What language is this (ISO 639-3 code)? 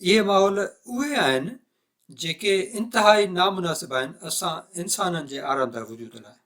snd